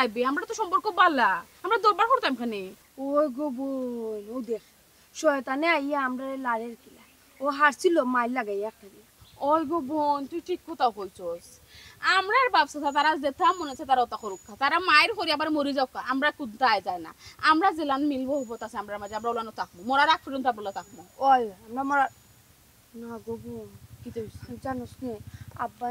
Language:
Sylheti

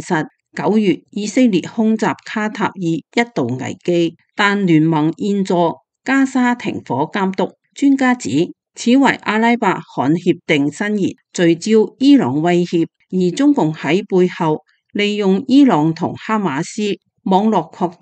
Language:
Cantonese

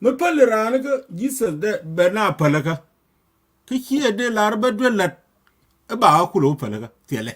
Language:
Nuer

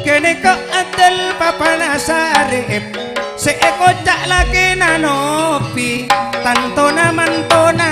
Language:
Madurese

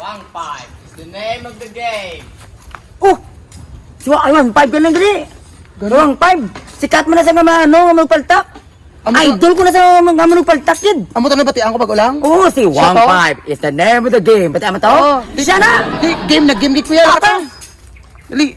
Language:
Hiligaynon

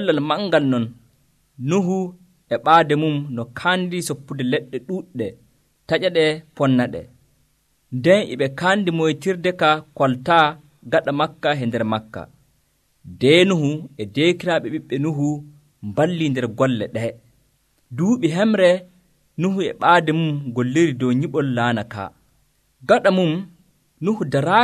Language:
Nigerian Fulfulde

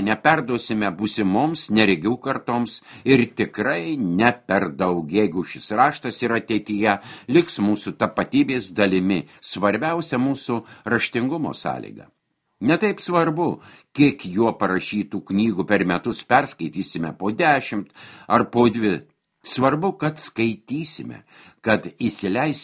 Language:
Lithuanian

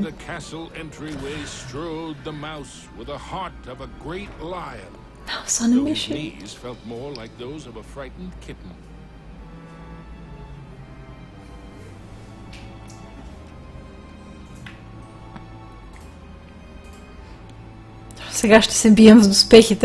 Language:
Bulgarian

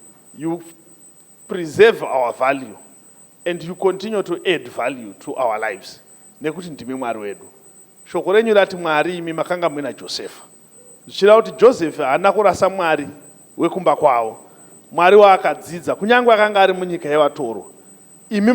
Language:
Shona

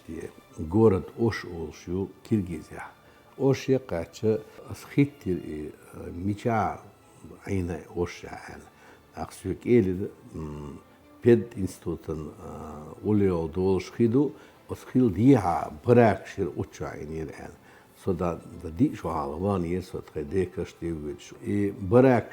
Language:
Chechen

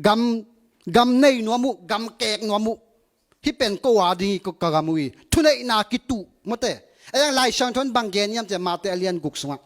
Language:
Tedim Chin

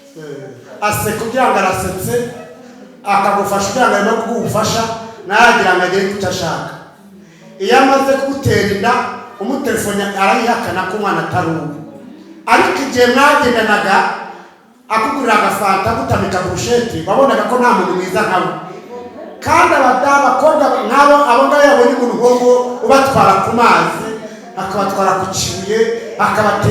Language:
Kinyarwanda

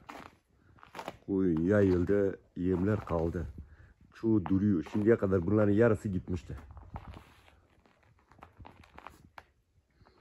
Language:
Turkish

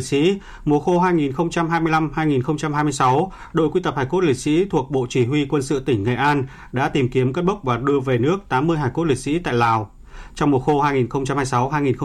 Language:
Vietnamese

